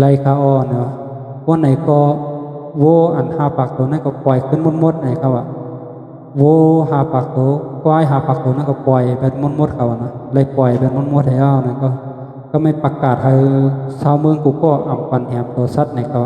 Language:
Shan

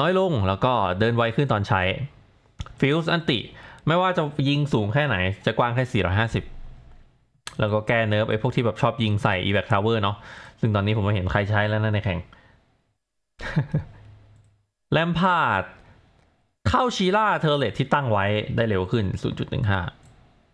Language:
Thai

